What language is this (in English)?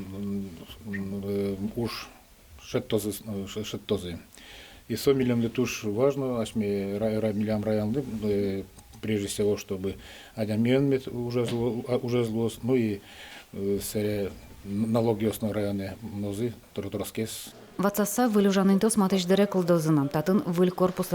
Udmurt